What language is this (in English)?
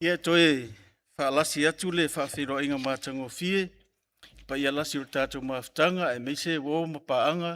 Samoan